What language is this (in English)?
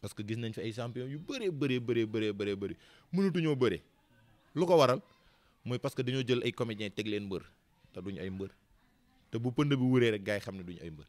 Wolof